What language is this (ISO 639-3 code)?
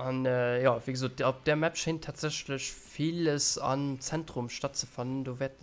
ltz